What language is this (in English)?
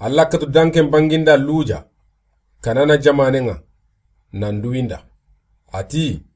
Soninke